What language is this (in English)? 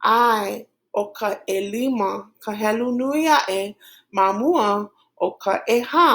Hawaiian